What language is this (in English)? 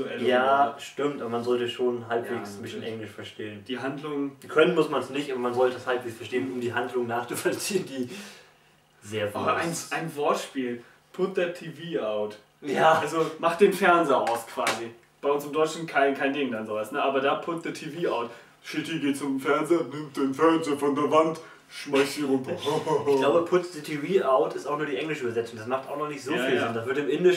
German